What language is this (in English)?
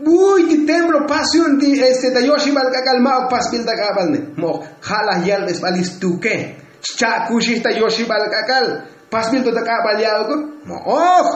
Tzotzil